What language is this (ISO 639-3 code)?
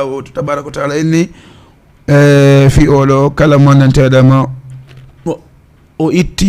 ful